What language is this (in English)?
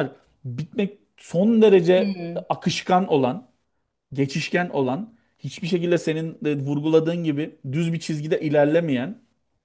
Turkish